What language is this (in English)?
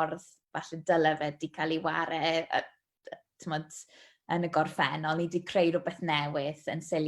Welsh